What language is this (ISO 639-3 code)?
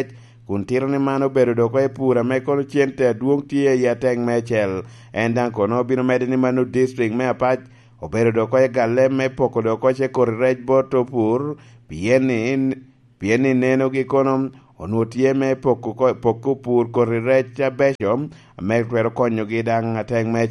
laj